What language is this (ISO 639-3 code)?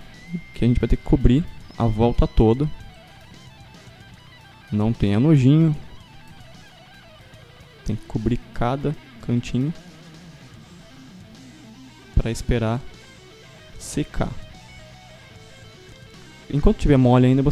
por